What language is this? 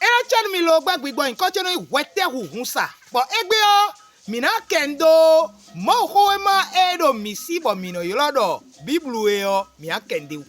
Fon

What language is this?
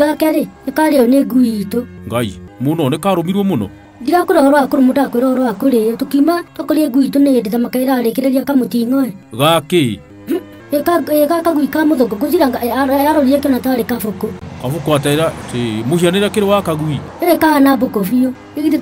Kikuyu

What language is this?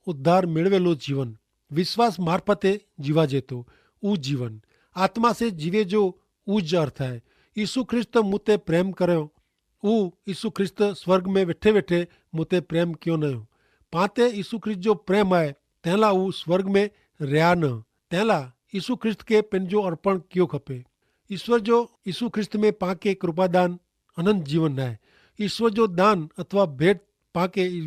Kachhi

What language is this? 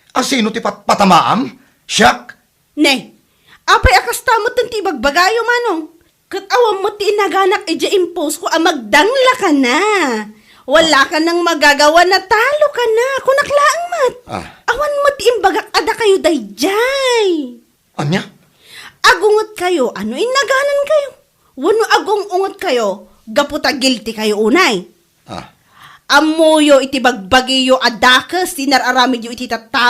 Iloko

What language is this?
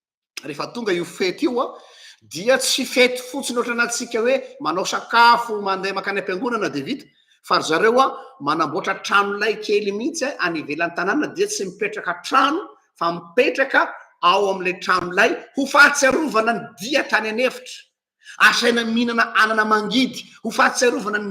Malagasy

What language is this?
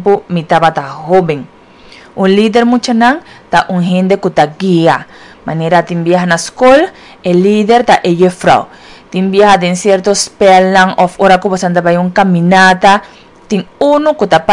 Papiamento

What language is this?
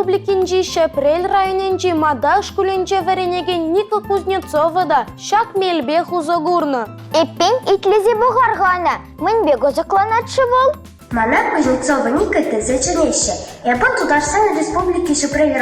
Chuvash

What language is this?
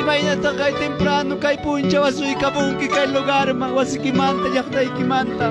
Ayacucho Quechua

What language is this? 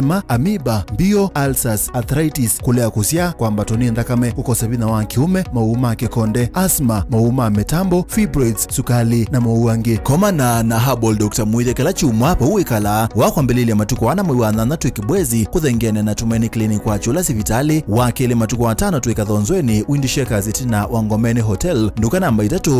Kamba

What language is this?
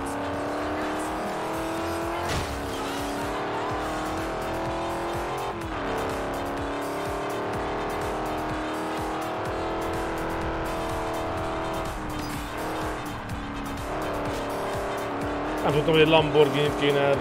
Hungarian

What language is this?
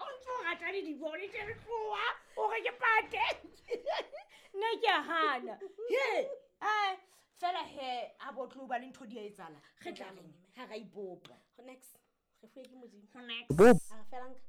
Southern Sotho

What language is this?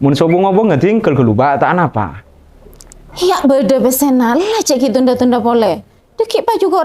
Madurese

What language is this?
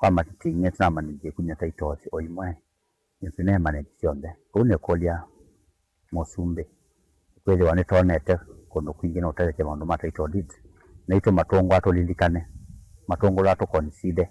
Kamba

